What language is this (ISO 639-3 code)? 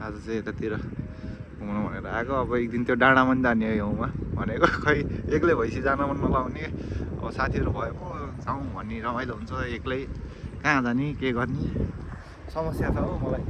nep